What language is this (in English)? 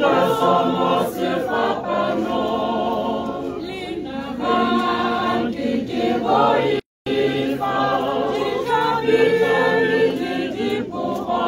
Tswana